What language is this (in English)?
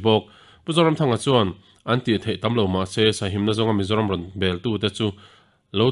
Mizo